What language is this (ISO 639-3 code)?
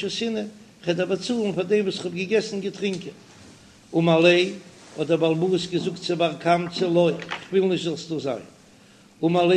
yid